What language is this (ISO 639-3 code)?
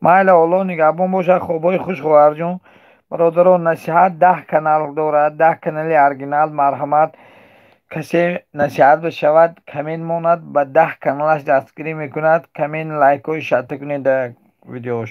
tgk